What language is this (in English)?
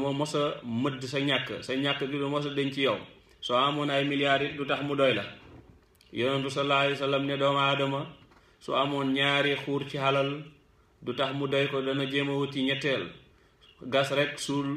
Wolof